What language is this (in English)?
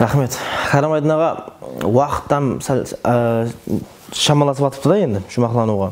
Kara-Kalpak